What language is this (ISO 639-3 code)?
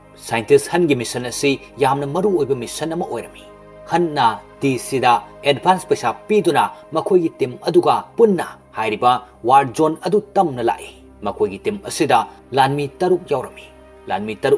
mni